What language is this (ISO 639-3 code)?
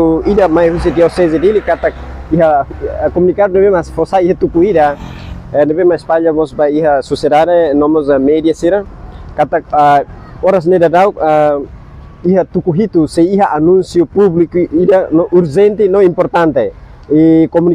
tet